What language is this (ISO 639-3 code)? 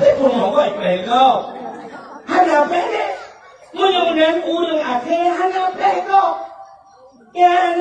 ace